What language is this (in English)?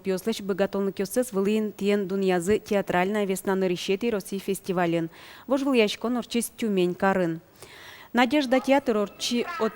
Udmurt